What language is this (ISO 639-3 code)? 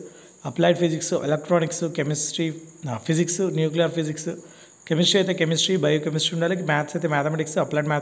tel